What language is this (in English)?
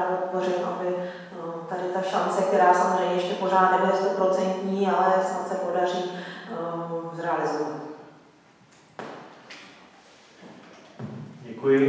Czech